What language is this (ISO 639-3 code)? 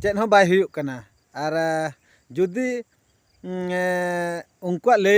sat